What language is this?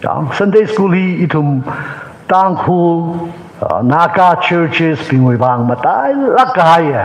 Tangkhul Naga (India)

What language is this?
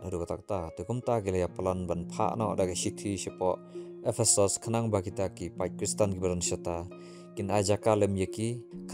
Khasi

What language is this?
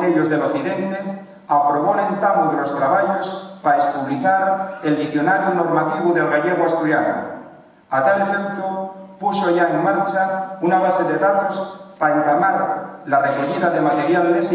Asturian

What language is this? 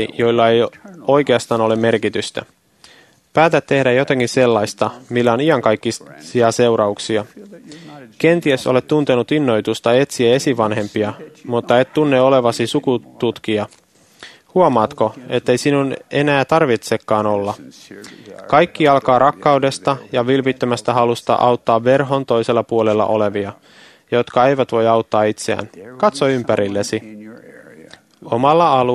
Finnish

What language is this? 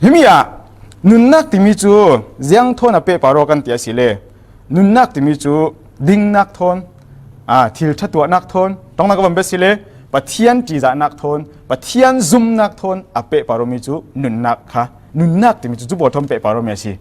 Falam Chin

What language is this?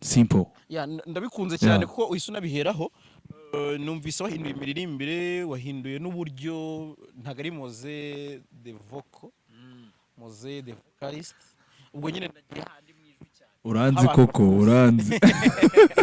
Kinyarwanda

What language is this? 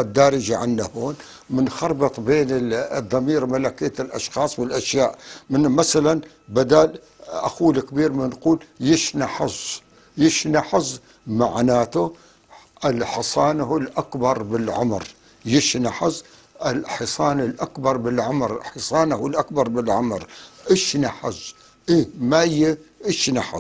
North Levantine Arabic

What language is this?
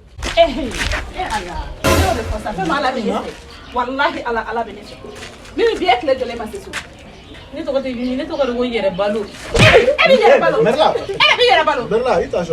Bambara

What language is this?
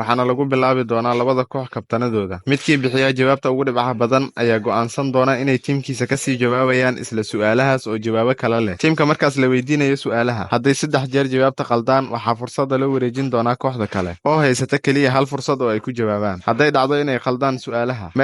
Somali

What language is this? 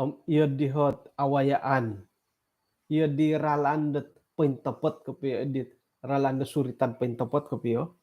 Central Dusun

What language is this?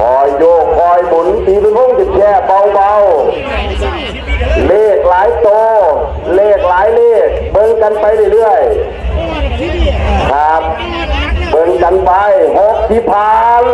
Northeastern Thai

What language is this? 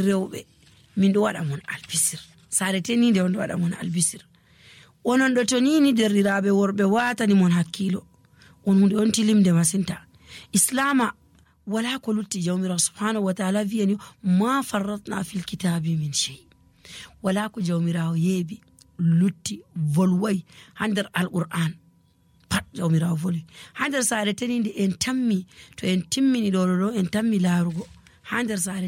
Nigerian Fulfulde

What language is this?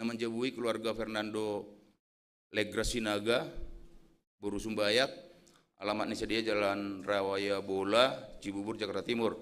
Batak Simalungun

